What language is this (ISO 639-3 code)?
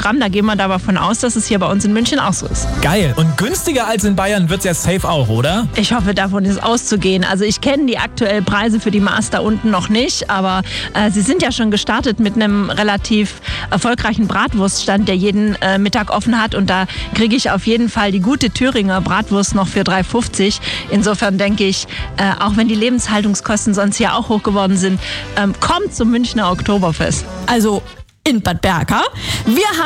deu